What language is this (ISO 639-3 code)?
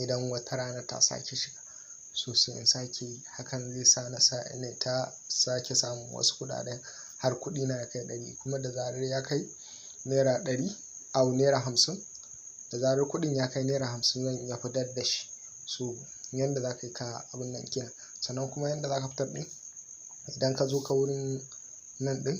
hau